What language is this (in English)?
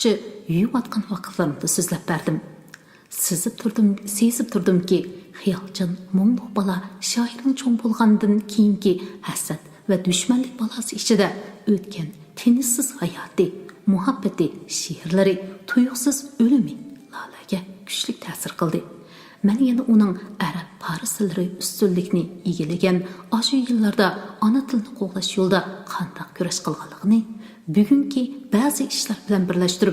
Uyghur